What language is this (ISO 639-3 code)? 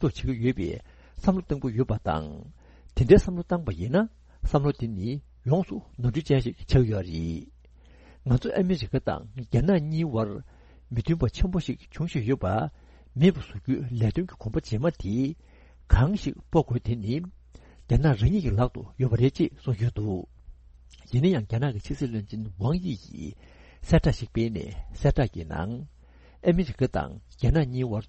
bod